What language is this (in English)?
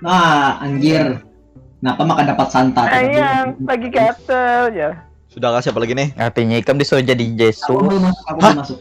Banjar